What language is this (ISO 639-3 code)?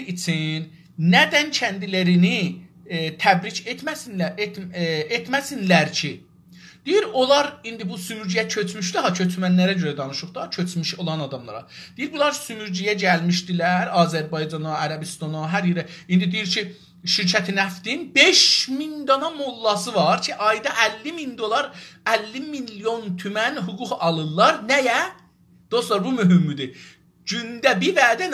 azb